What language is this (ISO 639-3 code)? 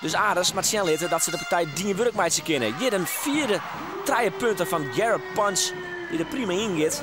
fry